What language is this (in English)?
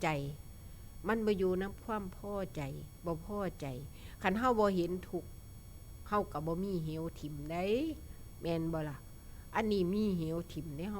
Northeastern Thai